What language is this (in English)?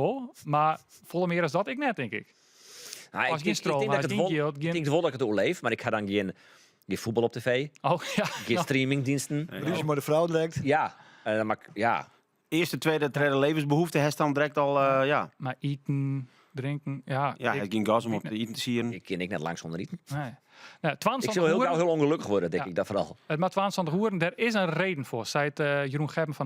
Western Frisian